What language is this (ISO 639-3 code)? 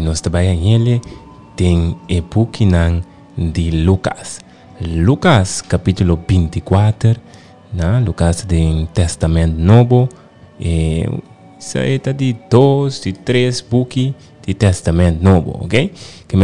pap